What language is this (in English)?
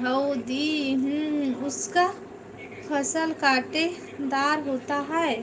Chhattisgarhi